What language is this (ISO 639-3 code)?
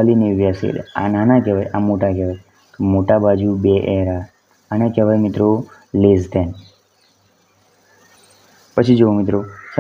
guj